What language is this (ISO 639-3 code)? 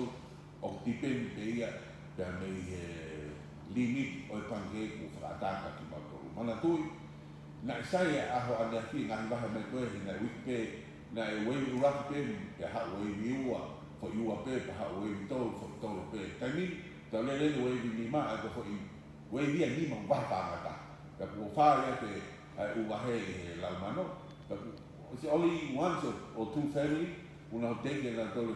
ton